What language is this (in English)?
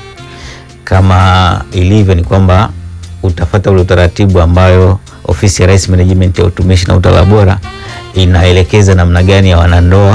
Swahili